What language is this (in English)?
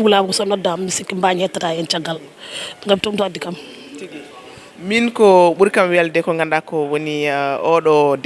Fula